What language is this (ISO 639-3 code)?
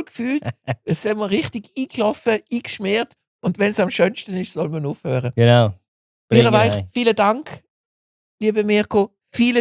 gsw